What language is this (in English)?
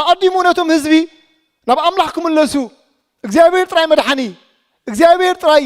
Tigrinya